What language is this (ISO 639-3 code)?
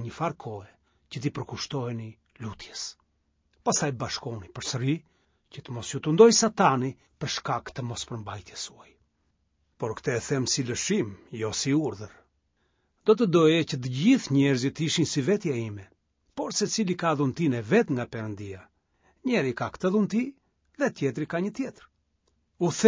sqi